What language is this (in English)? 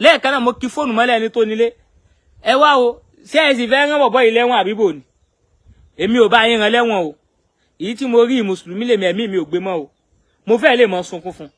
Yoruba